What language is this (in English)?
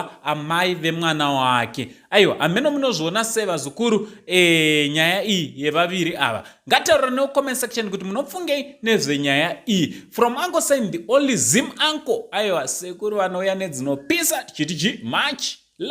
Shona